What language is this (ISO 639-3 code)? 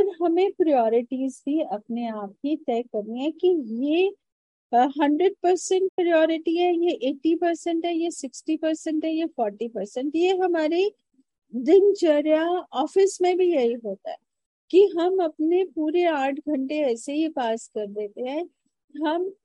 hin